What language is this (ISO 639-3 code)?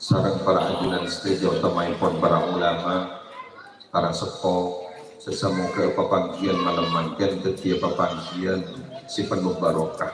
mad